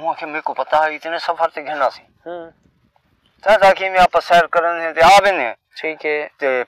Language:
Saraiki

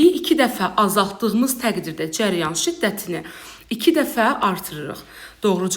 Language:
Azerbaijani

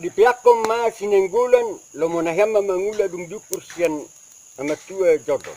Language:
Batak Toba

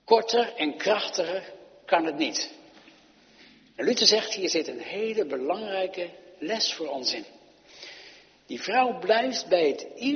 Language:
Dutch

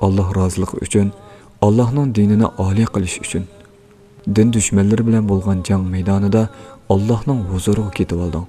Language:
Uyghur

